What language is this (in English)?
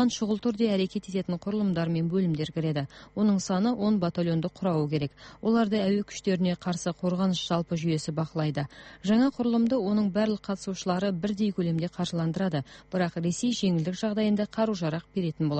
Kazakh